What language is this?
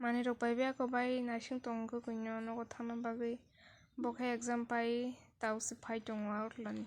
Kok Borok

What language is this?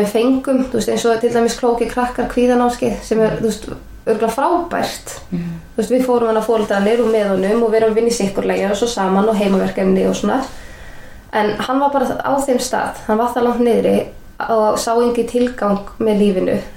Icelandic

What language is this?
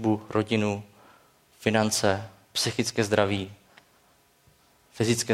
Czech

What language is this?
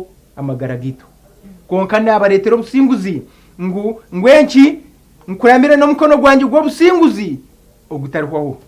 Nyankole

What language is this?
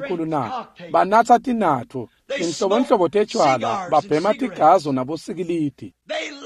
Swati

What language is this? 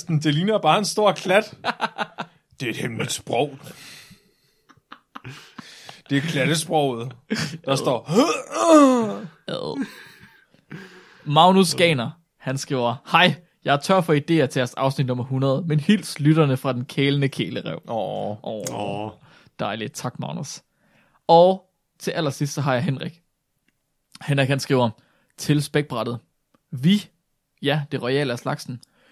Danish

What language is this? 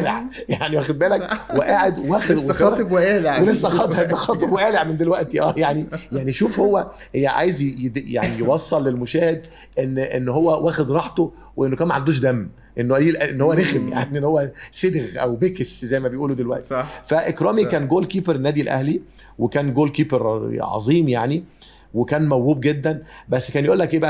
Egyptian Arabic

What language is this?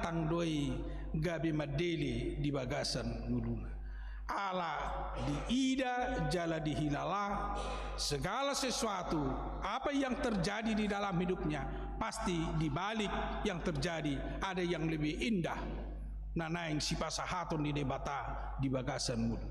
Batak Toba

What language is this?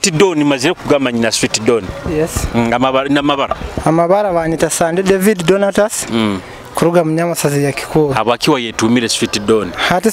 Nyoro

